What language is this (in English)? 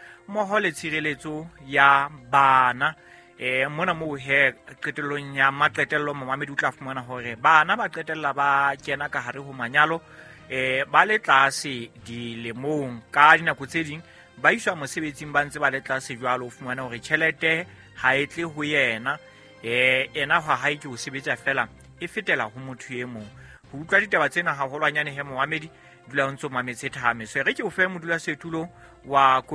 Southern Sotho